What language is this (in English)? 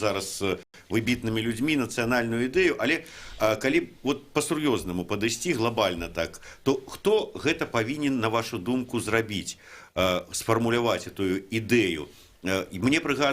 Belarusian